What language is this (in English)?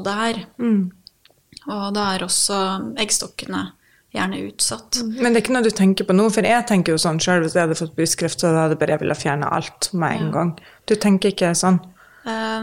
Norwegian